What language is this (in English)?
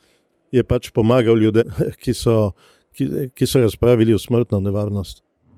Slovenian